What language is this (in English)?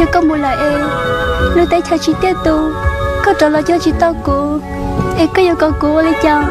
Hmong